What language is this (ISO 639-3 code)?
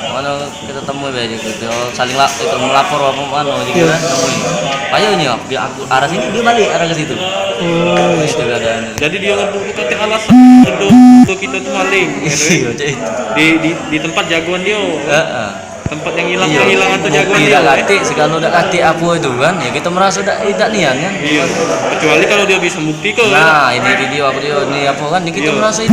mui